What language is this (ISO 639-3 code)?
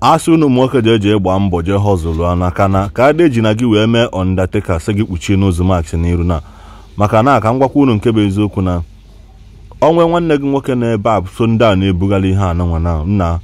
ibo